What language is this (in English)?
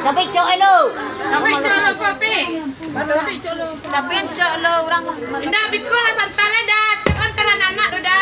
Minangkabau